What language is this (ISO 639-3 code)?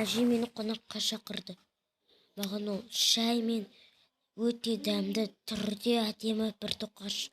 kaz